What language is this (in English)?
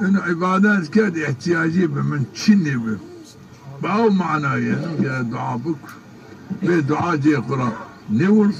Zaza